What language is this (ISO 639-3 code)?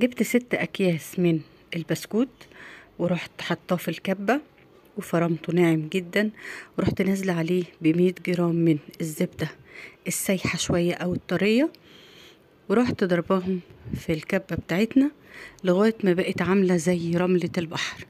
arz